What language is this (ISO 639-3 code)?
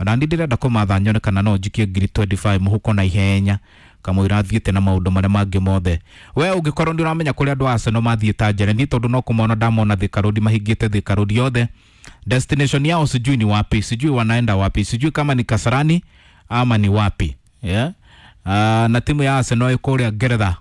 kik